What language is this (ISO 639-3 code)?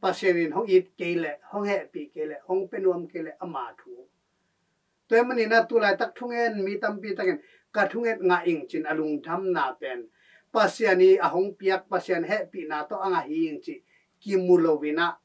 ctd